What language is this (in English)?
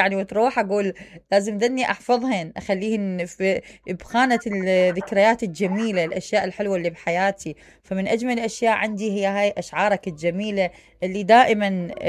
Mesopotamian Arabic